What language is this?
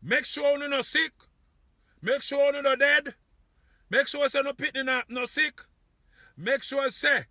Jamaican Creole English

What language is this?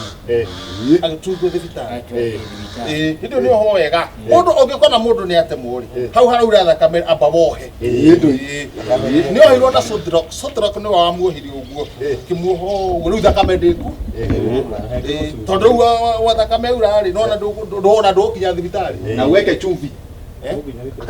Kikuyu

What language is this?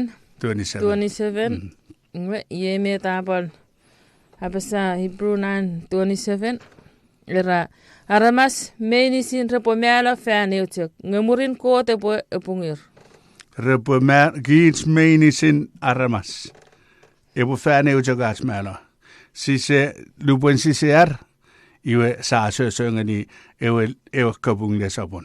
Chuukese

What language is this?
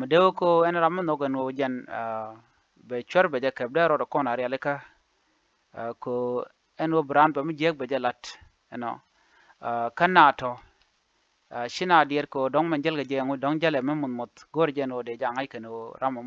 Nuer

